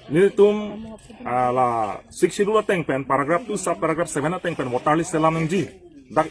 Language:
Karbi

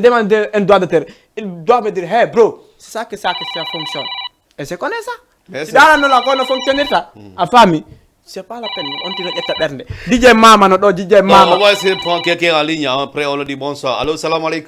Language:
Fula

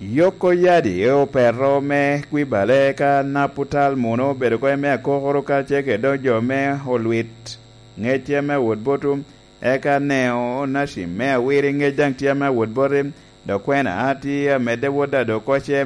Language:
Lango (Uganda)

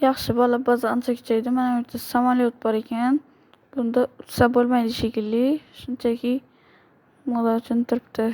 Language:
Uzbek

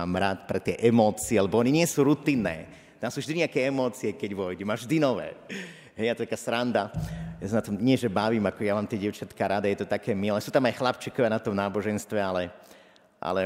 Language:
Slovak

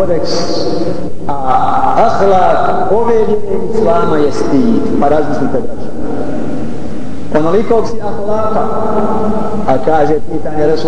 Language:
Bosnian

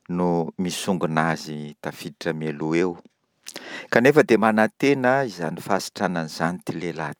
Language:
Malagasy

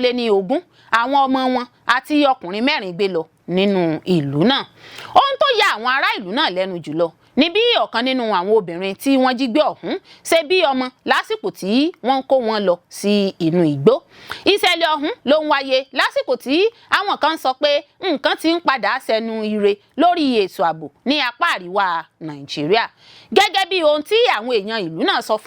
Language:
Yoruba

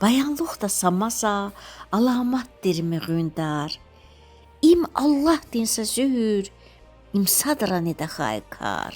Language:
Lezghian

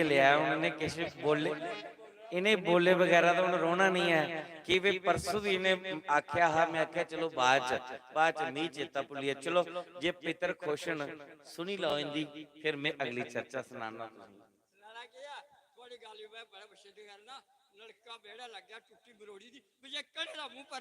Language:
Dogri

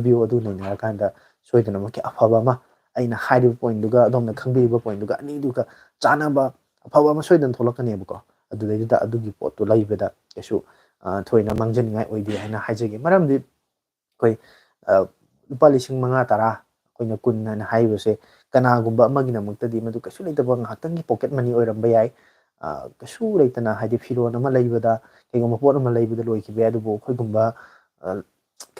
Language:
Manipuri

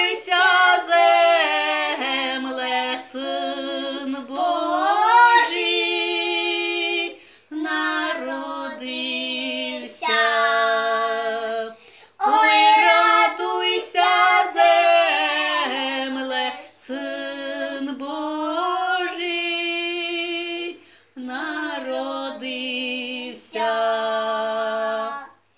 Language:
Ukrainian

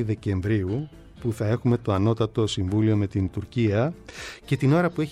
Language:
Greek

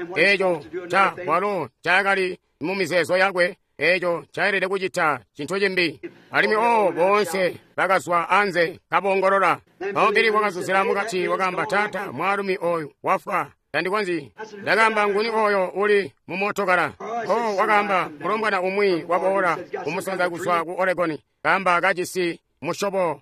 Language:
Tonga (Zambia)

